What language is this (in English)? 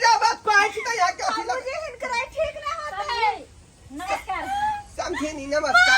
Maithili